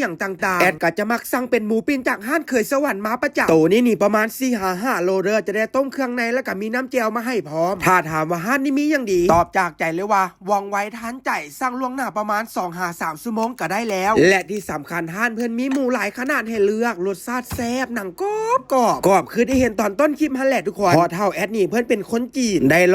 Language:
Lao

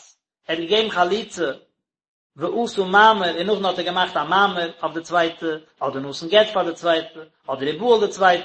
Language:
Yiddish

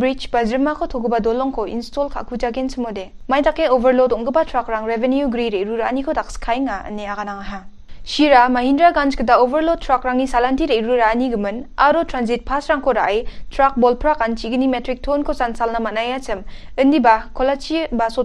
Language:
Garo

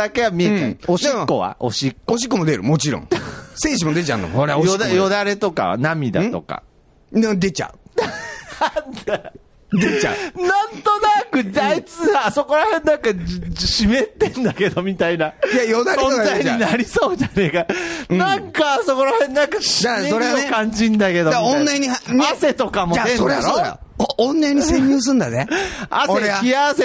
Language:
Japanese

